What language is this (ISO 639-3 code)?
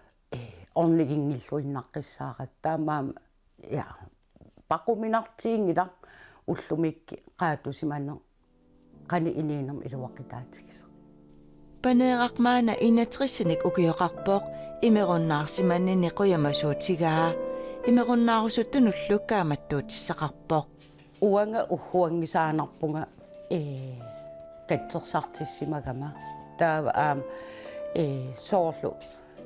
kal